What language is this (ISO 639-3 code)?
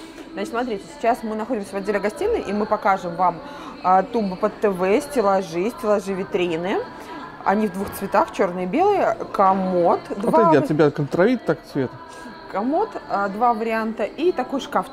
rus